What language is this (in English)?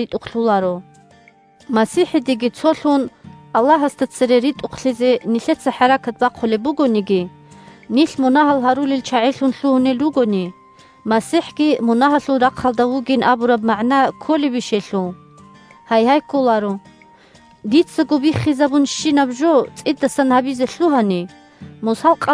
Avaric